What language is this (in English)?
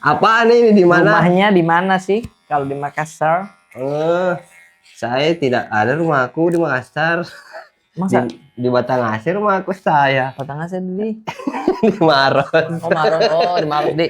Makassar Malay